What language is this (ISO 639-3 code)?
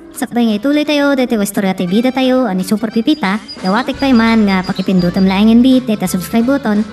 ilo